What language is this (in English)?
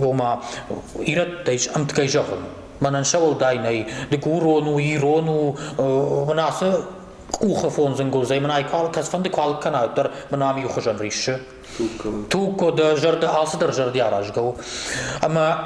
Ossetic